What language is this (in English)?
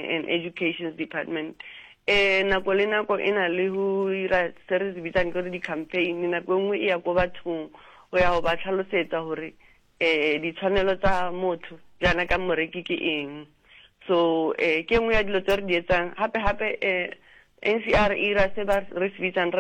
Southern Sotho